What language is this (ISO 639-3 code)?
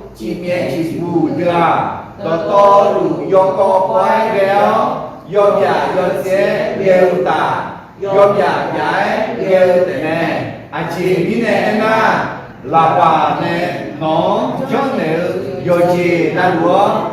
ahk